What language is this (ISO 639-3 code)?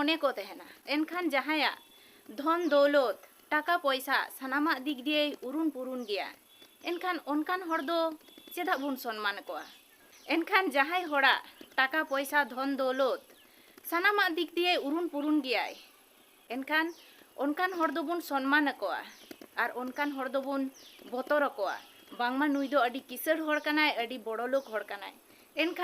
sat